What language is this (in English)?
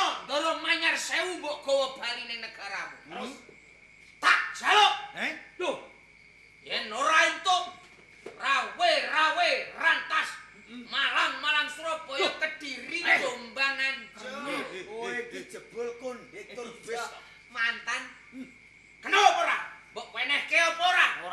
Javanese